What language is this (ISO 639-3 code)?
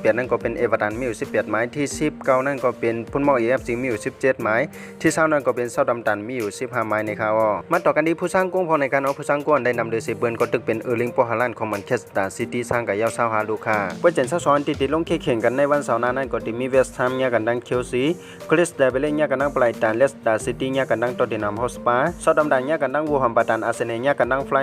shn